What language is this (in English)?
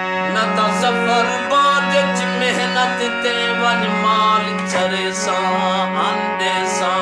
Saraiki